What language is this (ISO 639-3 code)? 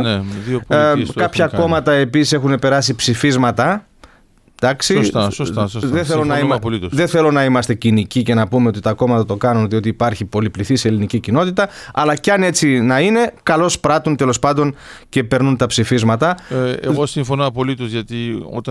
ell